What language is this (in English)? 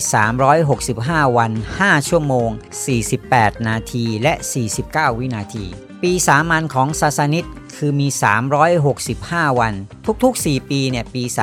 Thai